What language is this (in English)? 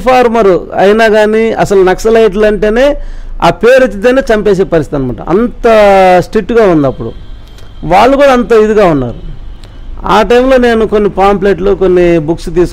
Telugu